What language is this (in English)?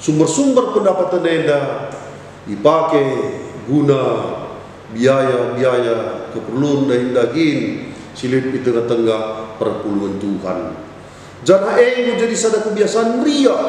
Batak Karo